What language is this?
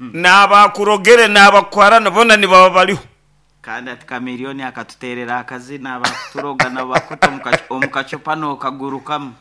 Nyankole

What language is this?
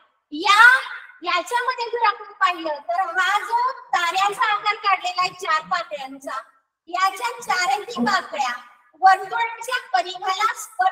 Marathi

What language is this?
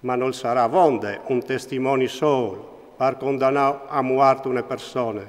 Friulian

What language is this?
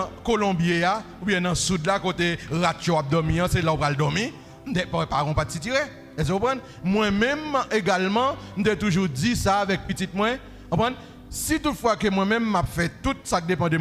Haitian Creole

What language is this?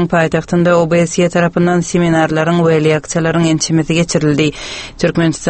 Turkmen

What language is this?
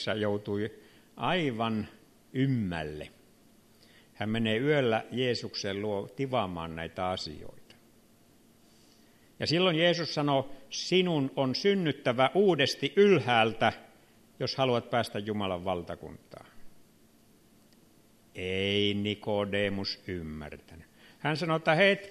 Finnish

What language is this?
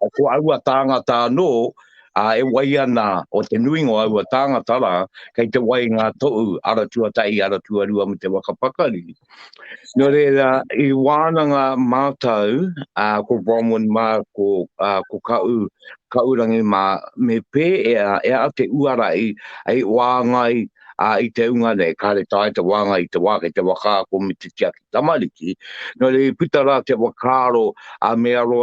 Māori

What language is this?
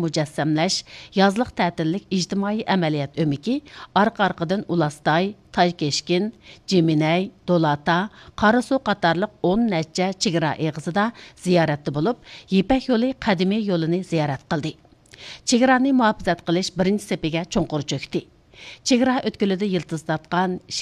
Uyghur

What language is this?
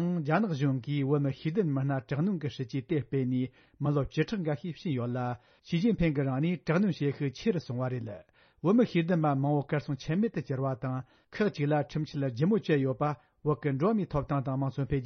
Tibetan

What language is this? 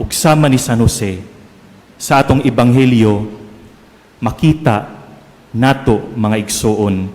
Cebuano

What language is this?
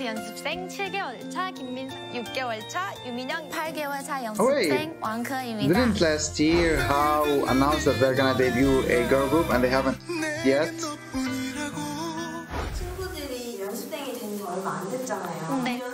Korean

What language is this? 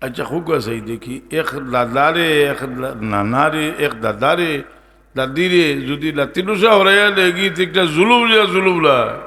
Sylheti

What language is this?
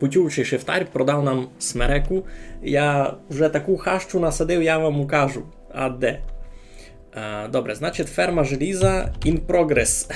Rusyn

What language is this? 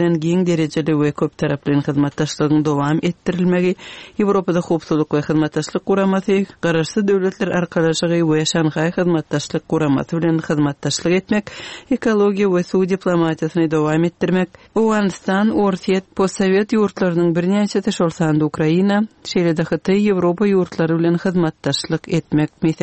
Turkmen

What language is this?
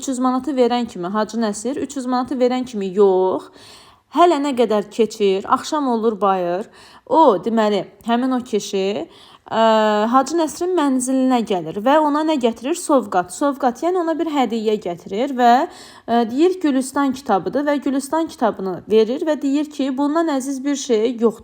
Azerbaijani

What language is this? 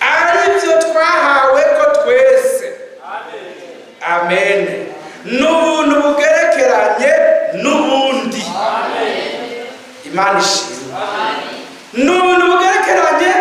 Rundi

